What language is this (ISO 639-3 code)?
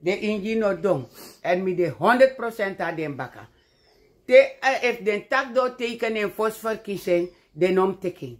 srn